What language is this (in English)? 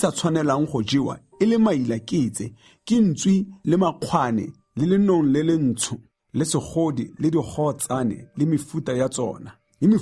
Tswana